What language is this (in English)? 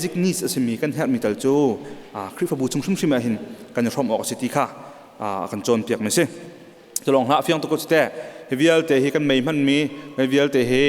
Hakha Chin